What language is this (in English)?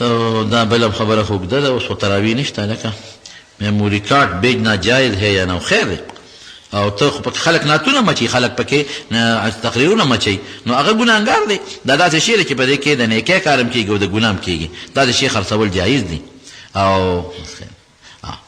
Pashto